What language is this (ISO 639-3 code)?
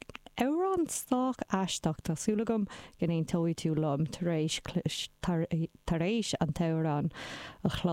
gle